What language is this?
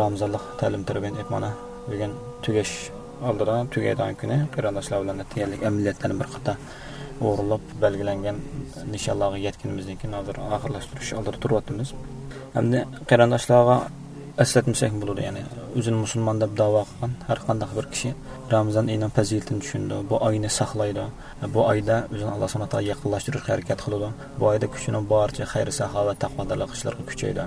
Uyghur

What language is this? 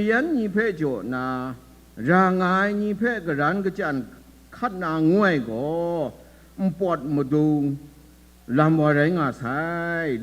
Kachin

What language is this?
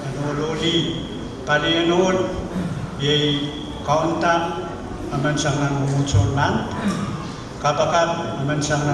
Pohnpeian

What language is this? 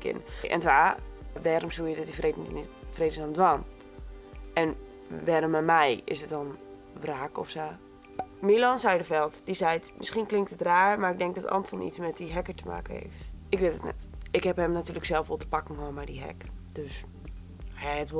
Western Frisian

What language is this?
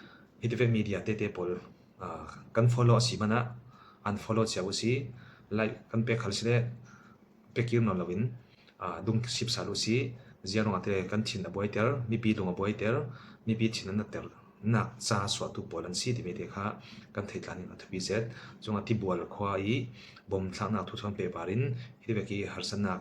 Falam Chin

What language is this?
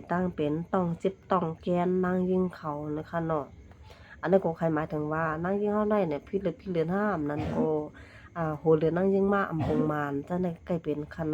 Shan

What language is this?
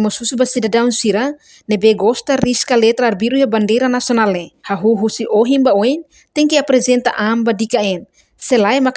Tetum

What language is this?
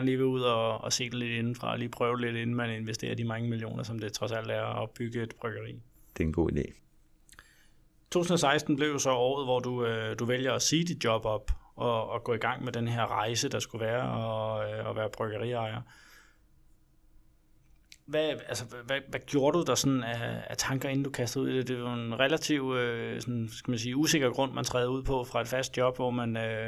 Danish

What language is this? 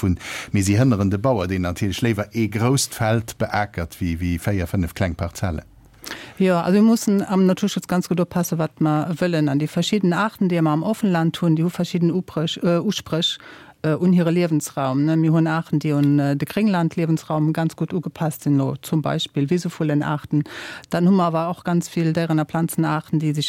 Luxembourgish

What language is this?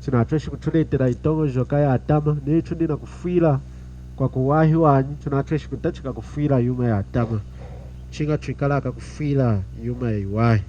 Lunda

